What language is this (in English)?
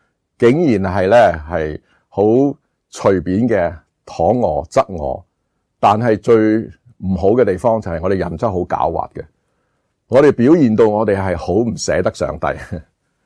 Cantonese